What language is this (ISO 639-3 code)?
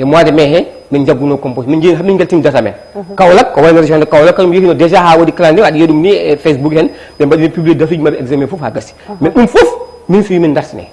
ful